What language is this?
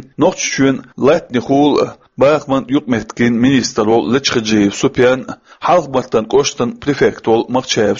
Chechen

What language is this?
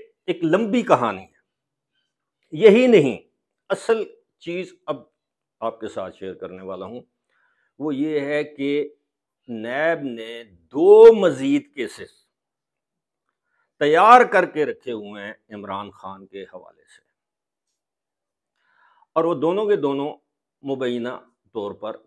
Urdu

